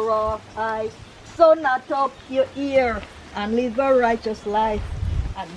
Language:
Jamaican Creole English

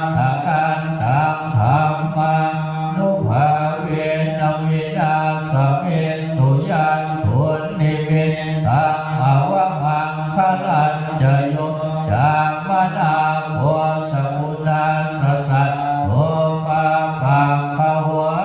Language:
Pali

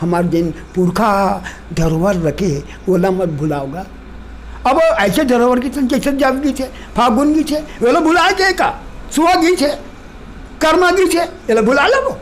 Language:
Chhattisgarhi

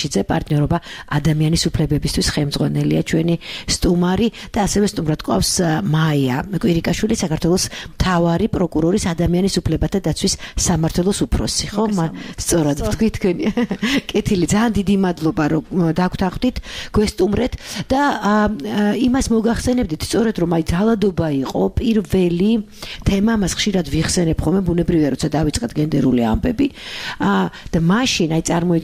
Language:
Georgian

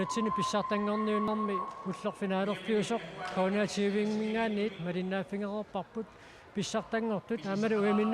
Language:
Kalaallisut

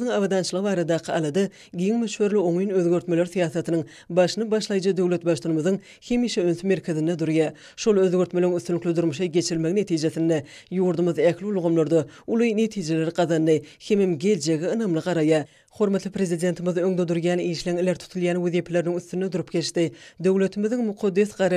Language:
Turkmen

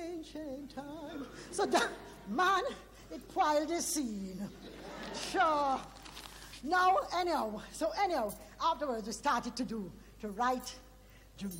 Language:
Jamaican Creole English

